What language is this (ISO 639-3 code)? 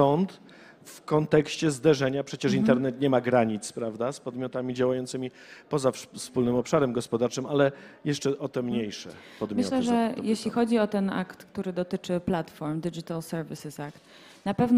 pol